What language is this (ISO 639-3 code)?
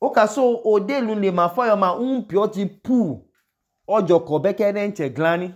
idu